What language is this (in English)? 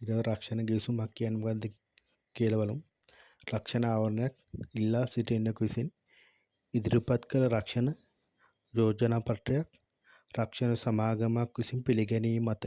Sinhala